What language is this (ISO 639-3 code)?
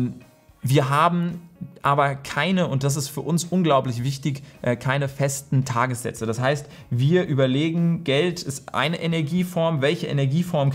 deu